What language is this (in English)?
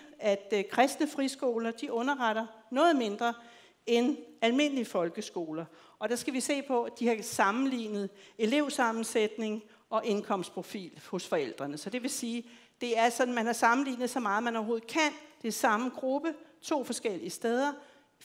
Danish